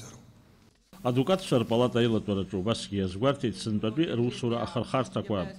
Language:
Abkhazian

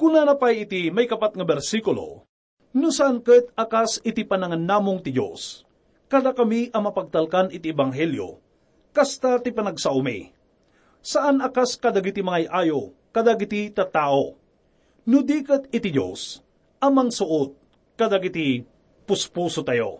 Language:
Iloko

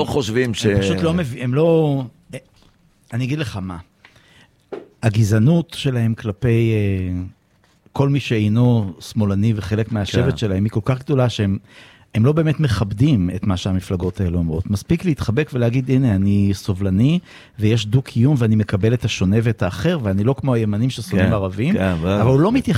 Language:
Hebrew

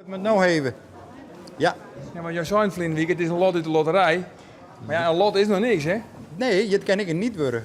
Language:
Western Frisian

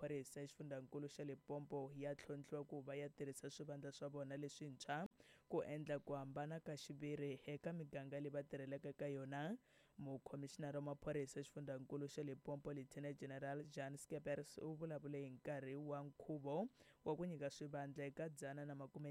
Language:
Tsonga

